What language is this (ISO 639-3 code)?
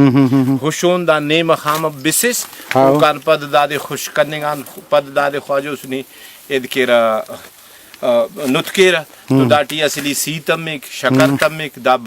brh